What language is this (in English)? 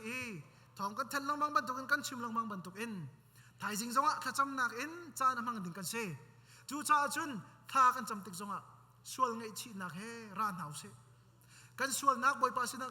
Hakha Chin